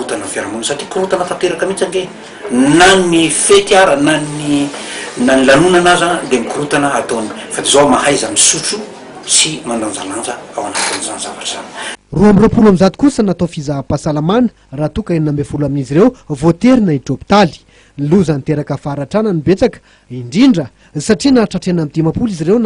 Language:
Malagasy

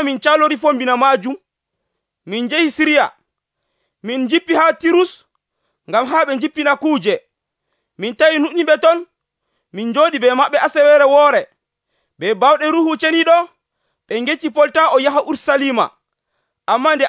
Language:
Nigerian Fulfulde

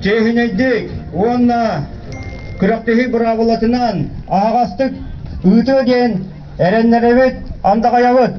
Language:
Yakut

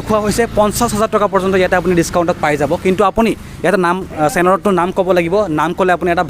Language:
Assamese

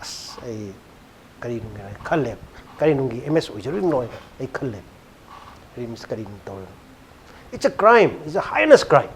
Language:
Manipuri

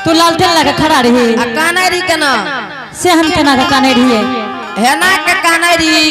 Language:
Angika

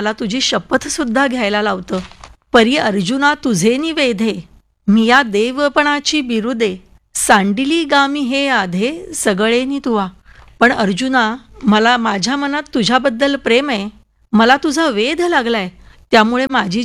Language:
Marathi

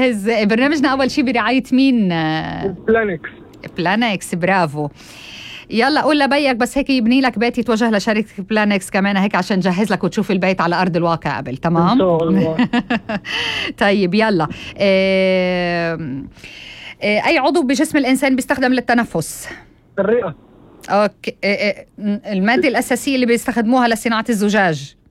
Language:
North Levantine Arabic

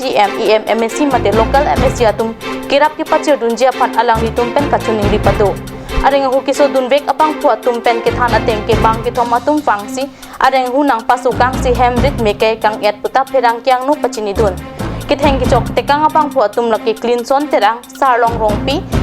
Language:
Karbi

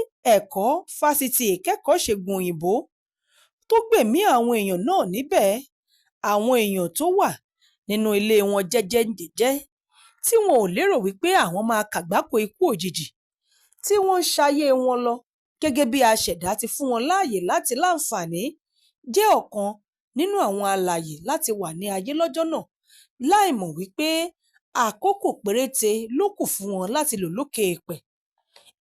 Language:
Yoruba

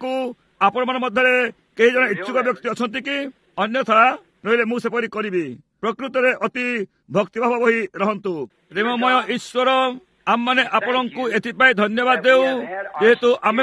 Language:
Odia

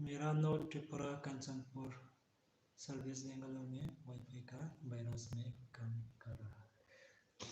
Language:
Riang (India)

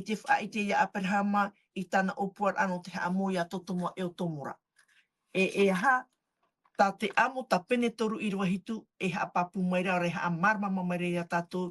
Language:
Tahitian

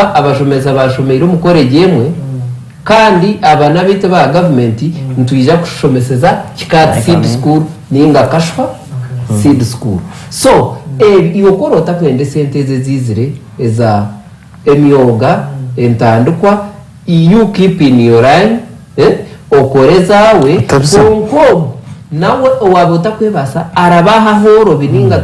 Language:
Nyankole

